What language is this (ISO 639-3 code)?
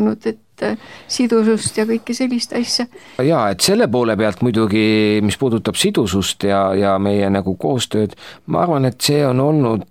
est